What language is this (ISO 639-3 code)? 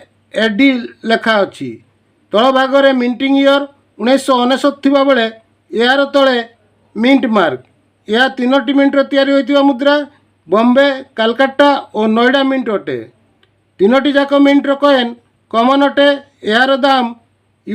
ori